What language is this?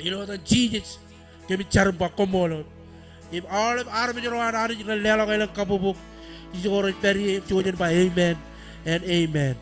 Marshallese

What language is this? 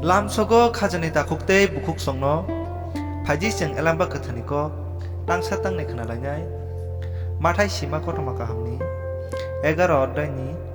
Kok Borok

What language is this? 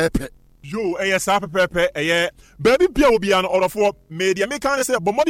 Akan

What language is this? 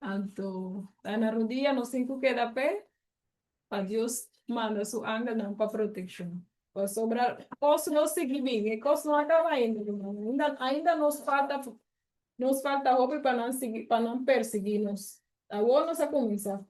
Papiamento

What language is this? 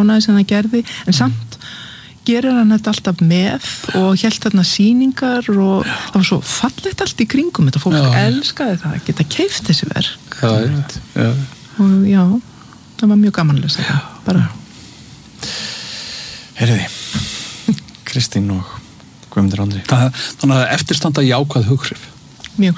Icelandic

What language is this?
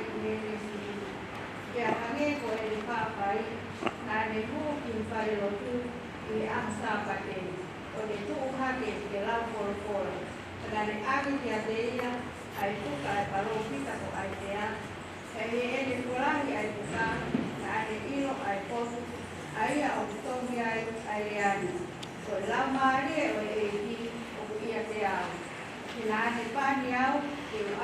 Tongan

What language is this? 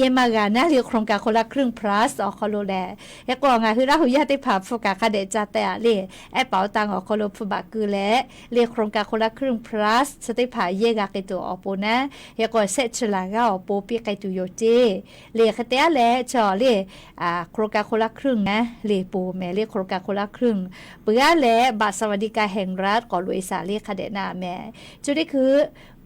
Lahu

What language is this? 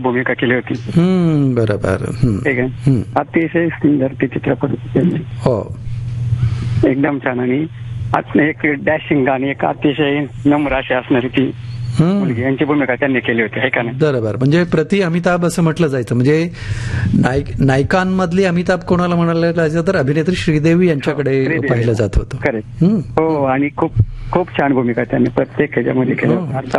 Marathi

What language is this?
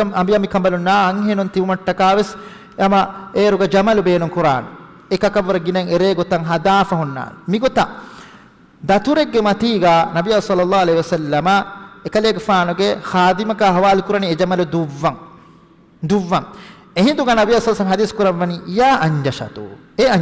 Divehi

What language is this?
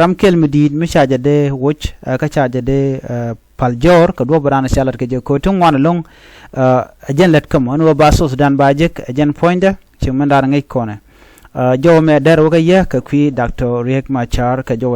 Nuer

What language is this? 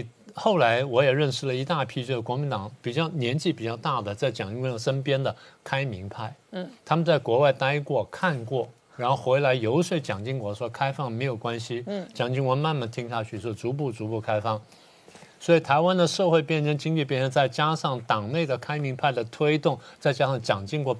Chinese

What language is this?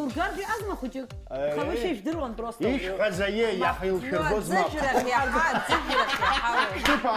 Abkhazian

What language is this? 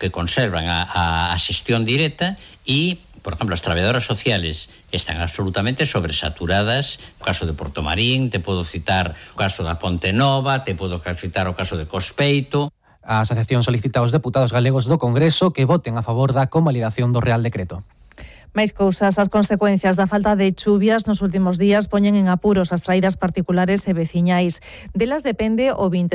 Galician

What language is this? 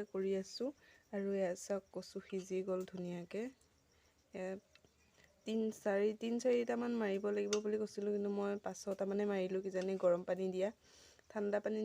Assamese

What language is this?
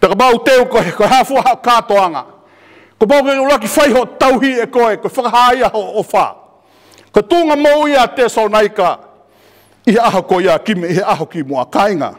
Tongan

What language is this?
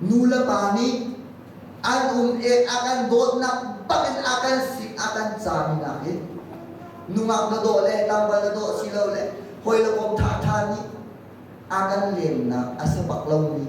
Hakha Chin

